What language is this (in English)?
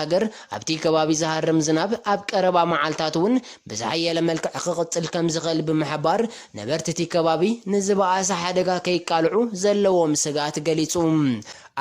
Tigrinya